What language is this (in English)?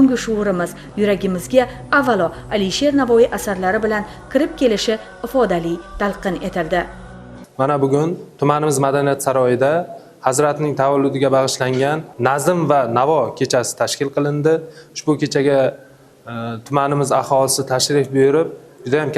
Uzbek